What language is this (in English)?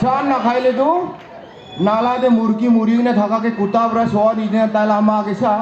Naga Pidgin